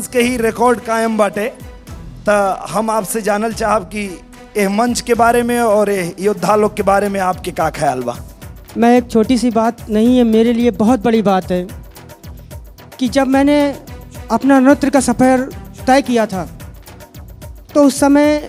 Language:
Bhojpuri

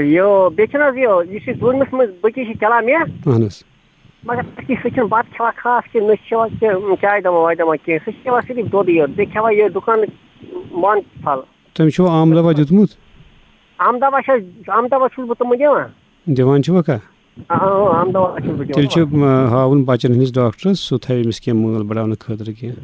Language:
Kashmiri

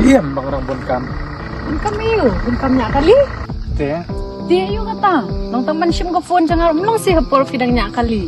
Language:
Khasi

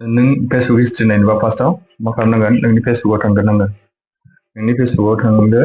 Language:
Bodo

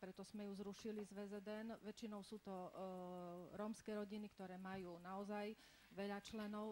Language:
Slovak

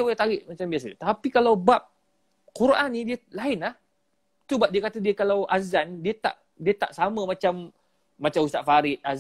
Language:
Malay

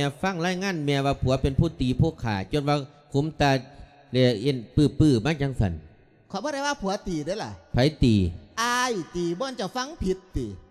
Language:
Lao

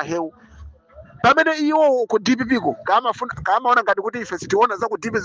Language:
Nyanja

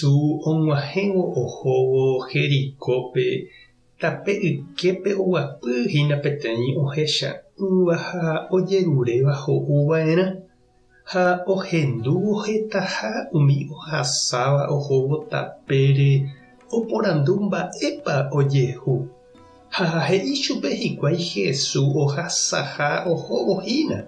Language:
Guarani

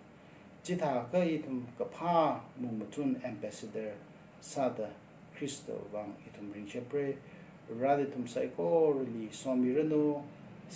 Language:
Tangkhul Naga (India)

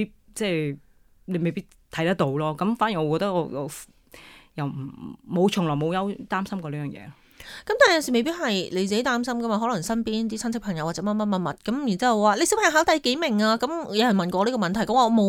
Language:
Cantonese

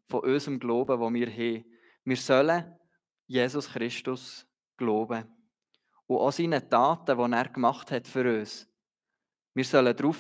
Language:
Swiss German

